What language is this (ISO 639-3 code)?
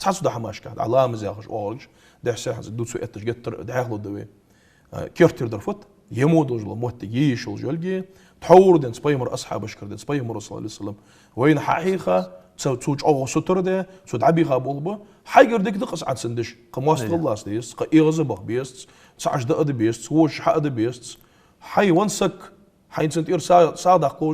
inh